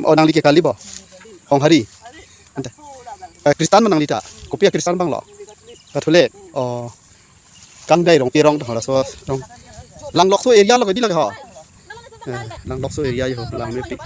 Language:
Karbi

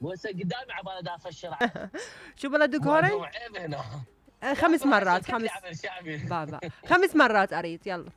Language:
Mesopotamian Arabic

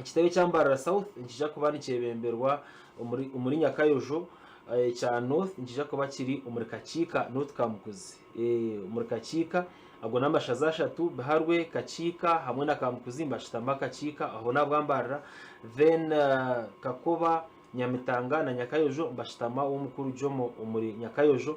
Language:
Nyankole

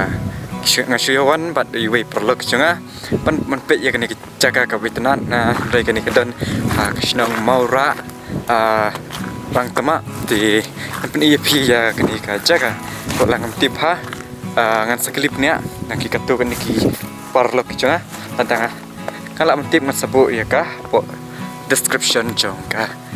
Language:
Khasi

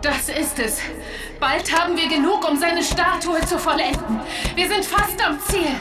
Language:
Bavarian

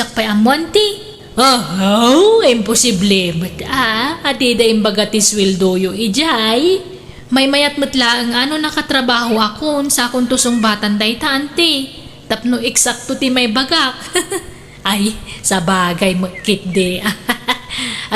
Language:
Iloko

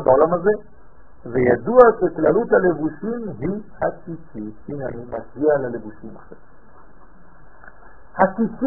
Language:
Hebrew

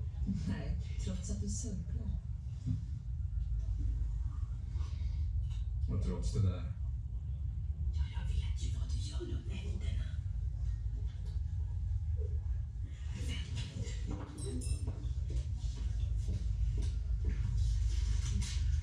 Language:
Swedish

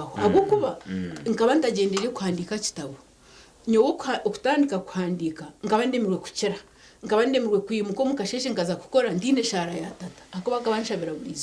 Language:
Nyankole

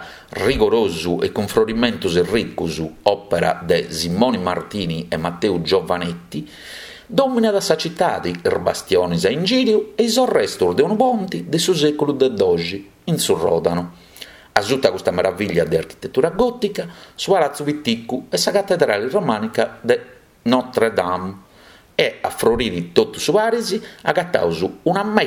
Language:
Sardinian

